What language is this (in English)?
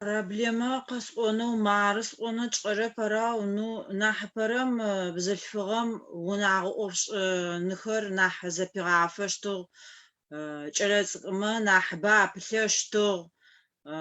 Adyghe